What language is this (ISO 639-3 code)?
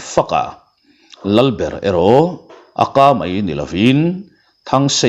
lus